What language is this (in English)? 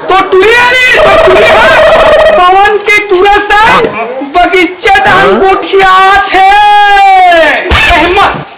Chhattisgarhi